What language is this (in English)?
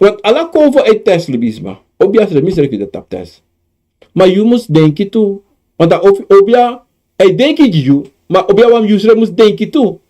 Sranan Tongo